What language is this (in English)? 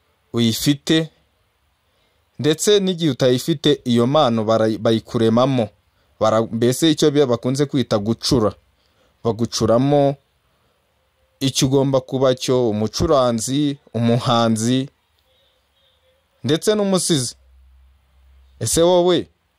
Kinyarwanda